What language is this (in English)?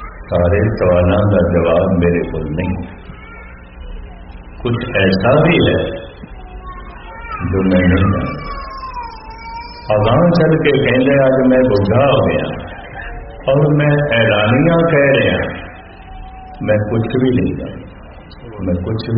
Punjabi